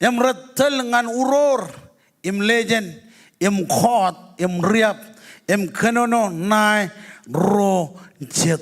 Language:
Marshallese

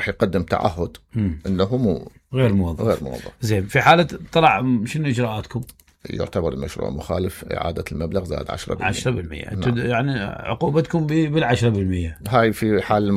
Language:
Mesopotamian Arabic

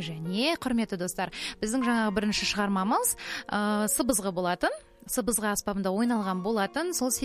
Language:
Kazakh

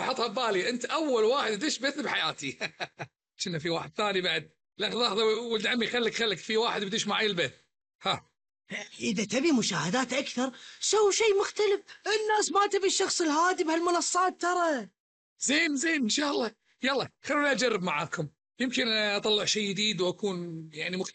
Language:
Gulf Arabic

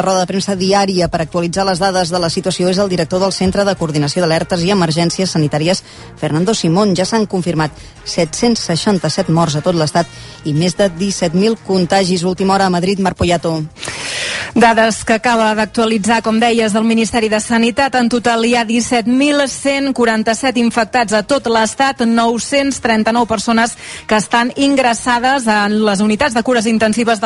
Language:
Catalan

